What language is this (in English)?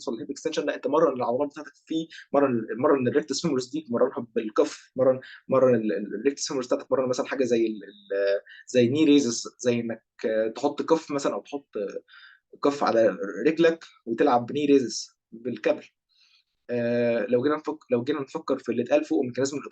Egyptian Arabic